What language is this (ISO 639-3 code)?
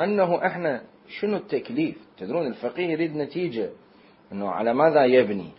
acm